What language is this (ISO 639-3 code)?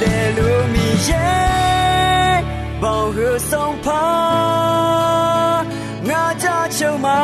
ahk